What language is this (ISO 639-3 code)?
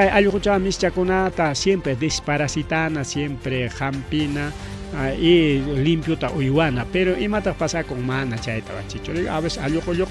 quy